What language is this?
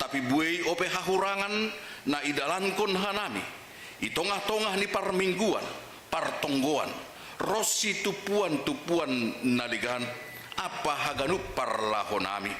Batak Simalungun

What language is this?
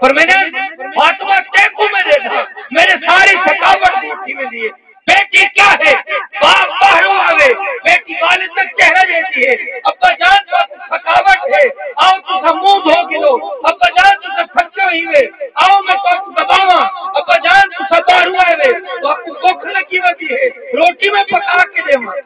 Saraiki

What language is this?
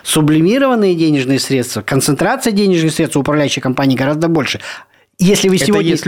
Russian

